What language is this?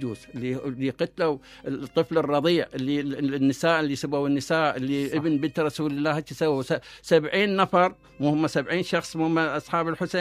Mesopotamian Arabic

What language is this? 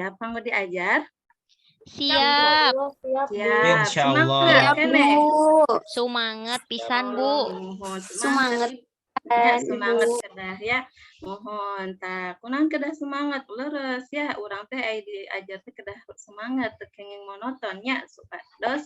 Sundanese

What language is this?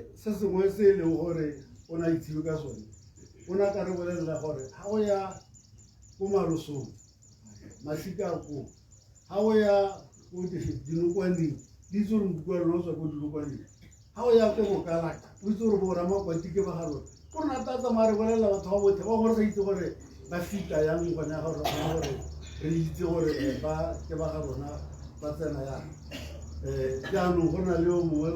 Tswana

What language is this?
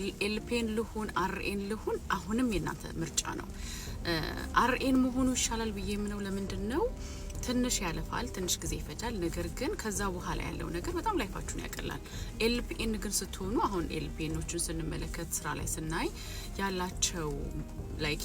Amharic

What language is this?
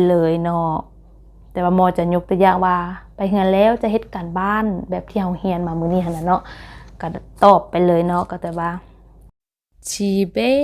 Lao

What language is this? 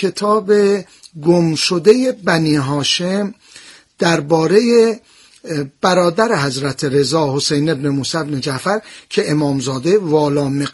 Persian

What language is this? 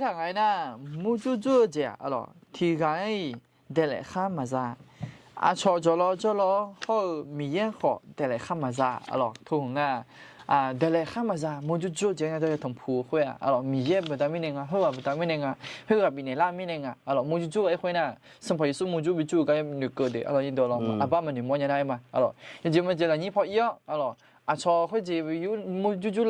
Akha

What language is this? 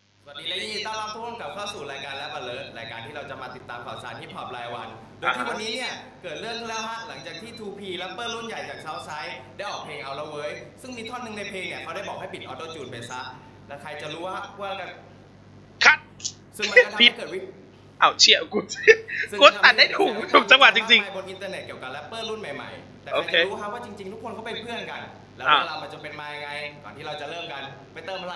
Thai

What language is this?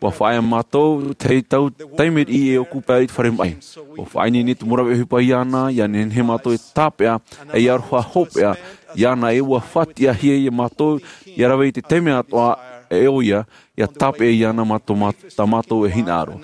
Tahitian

